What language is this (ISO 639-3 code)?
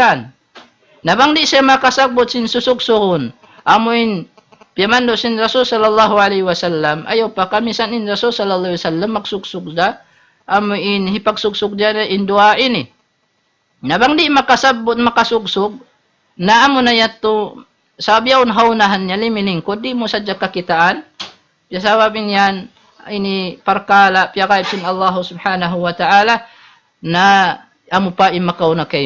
tsg